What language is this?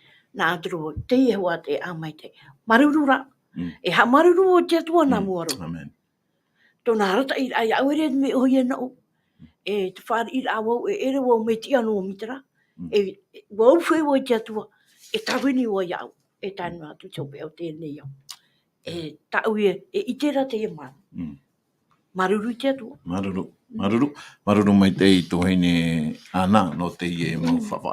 Tahitian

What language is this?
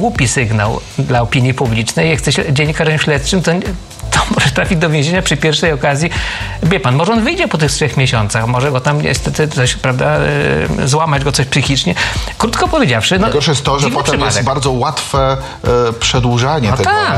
Polish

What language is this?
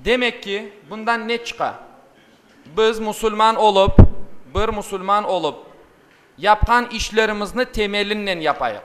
Crimean Tatar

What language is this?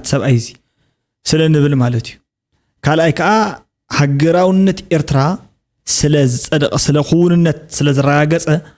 Tigrinya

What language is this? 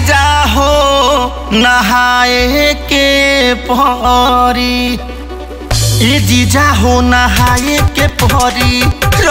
Bhojpuri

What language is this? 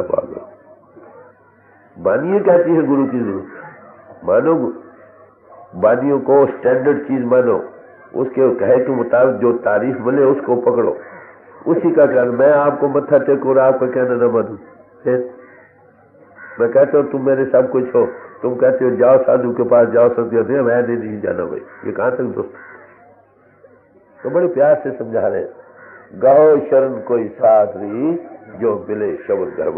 Hindi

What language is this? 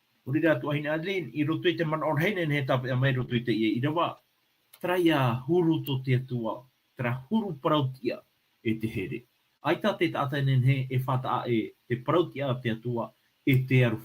Tahitian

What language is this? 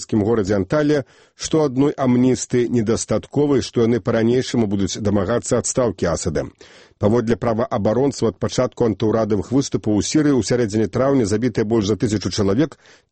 Belarusian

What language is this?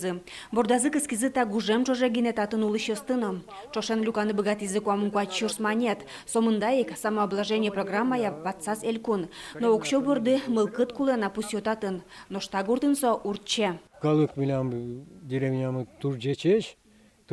Udmurt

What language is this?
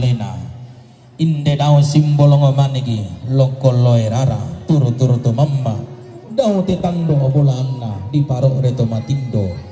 Toraja-Sa'dan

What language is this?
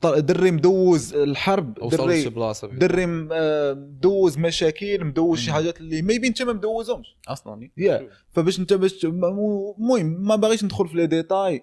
Moroccan Arabic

